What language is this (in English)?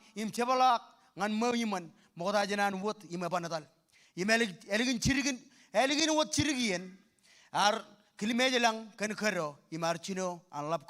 Marshallese